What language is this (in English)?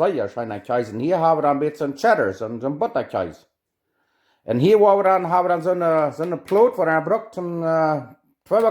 Plautdietsch